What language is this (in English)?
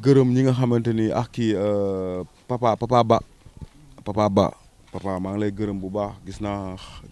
Wolof